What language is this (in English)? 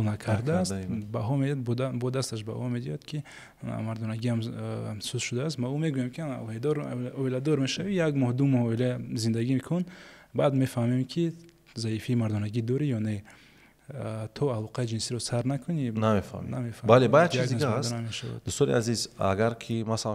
Tajik